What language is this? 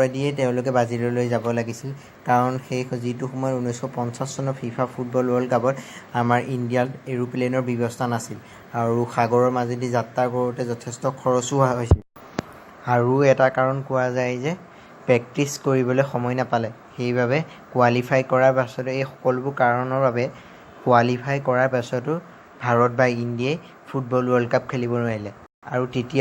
Assamese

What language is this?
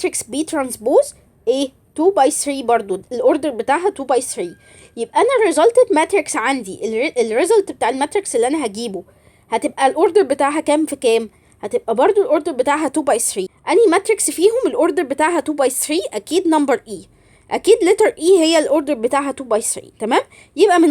Egyptian Arabic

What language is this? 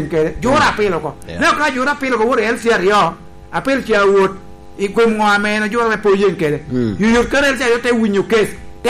Lango (Uganda)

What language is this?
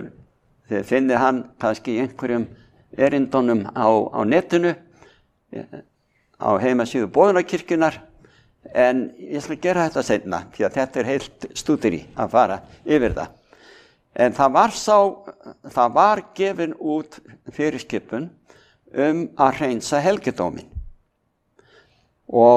Icelandic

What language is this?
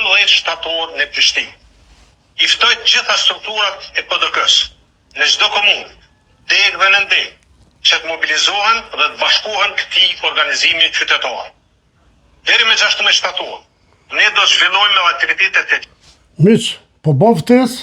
Albanian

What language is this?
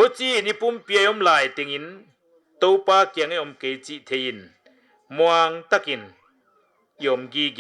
Paite Chin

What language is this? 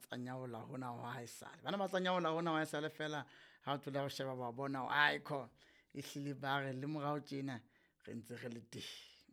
Southern Sotho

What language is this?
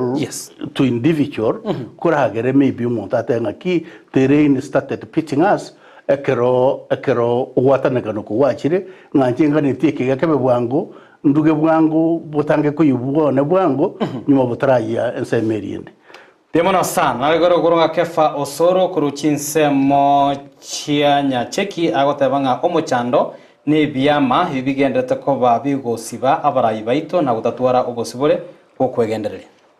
Gusii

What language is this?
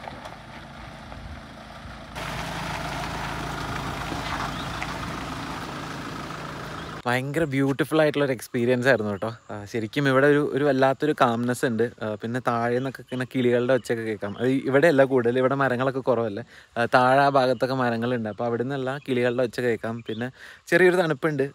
Malayalam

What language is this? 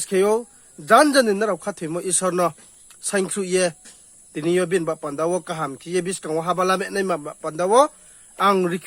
Riang (India)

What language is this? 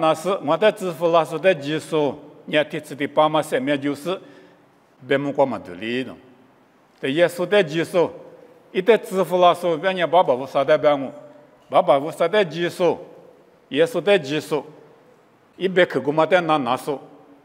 Lisu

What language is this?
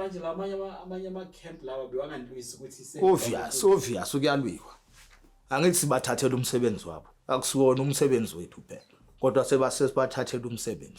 Zulu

